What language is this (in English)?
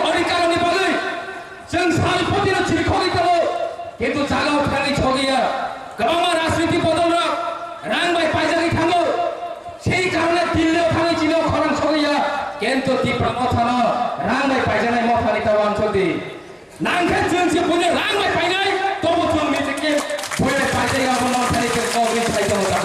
Kok Borok